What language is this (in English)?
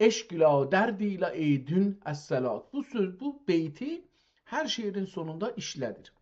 South Azerbaijani